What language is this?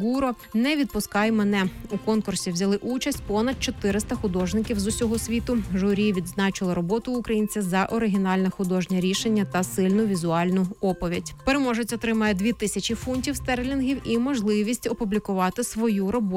Ukrainian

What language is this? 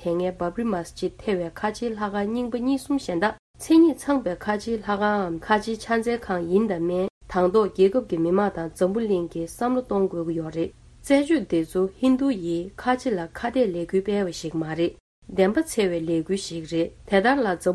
Tibetan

